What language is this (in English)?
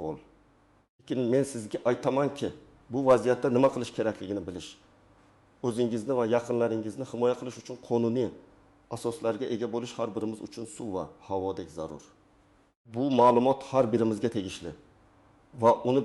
Uzbek